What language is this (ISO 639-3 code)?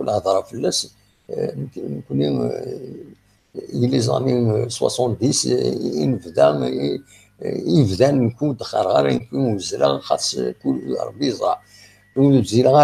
kab